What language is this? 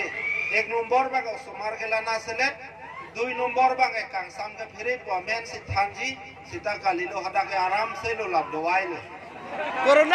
Karbi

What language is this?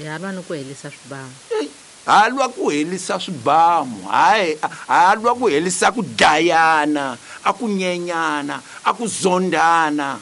Tsonga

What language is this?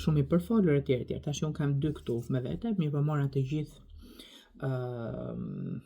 Albanian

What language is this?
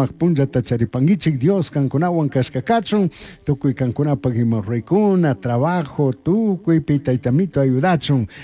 Chimborazo Highland Quichua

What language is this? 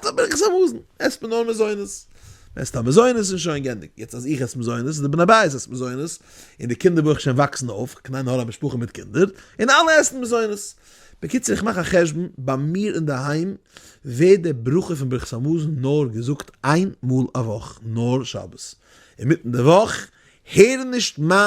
Yiddish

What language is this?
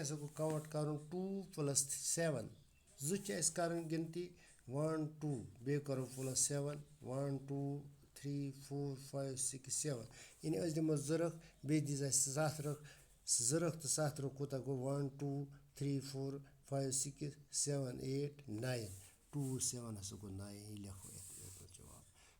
Kashmiri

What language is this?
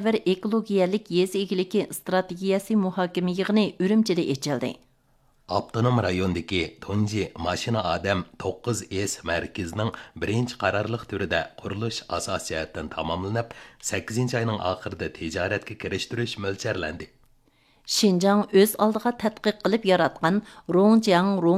Uyghur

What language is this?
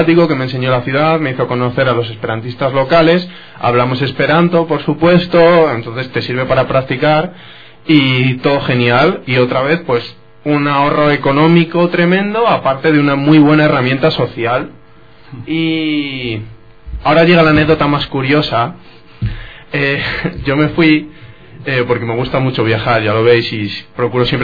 Spanish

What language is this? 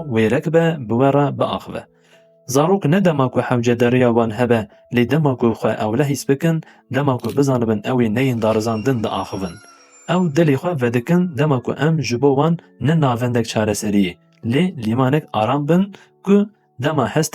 Kurdish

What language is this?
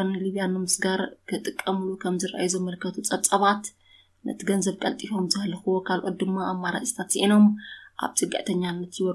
Tigrinya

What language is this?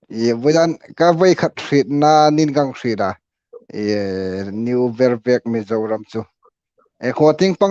Hmar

